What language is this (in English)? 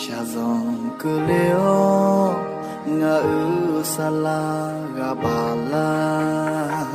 Akha